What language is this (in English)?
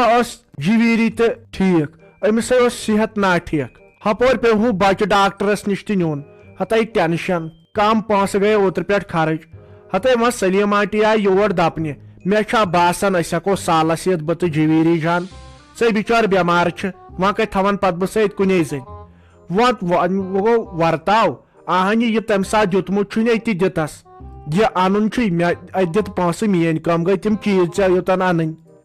Kashmiri